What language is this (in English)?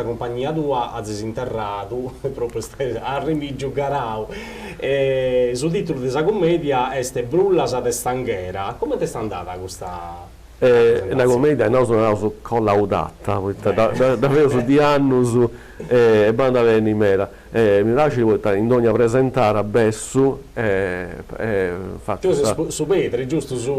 Sardinian